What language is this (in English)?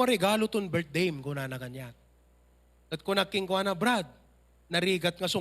Iloko